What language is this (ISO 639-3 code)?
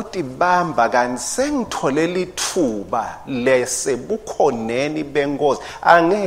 ssw